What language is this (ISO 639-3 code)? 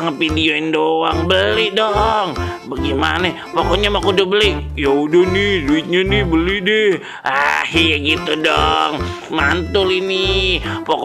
bew